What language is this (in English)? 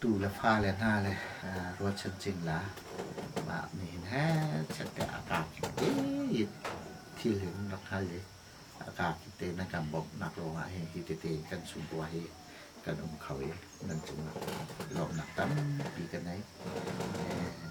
Hakha Chin